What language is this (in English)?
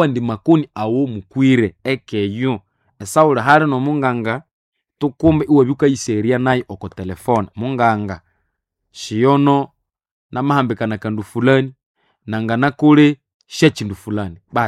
Nande